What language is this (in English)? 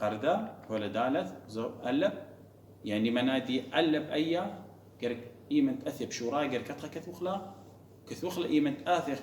Assyrian Neo-Aramaic